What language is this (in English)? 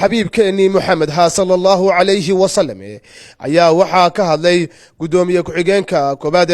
Somali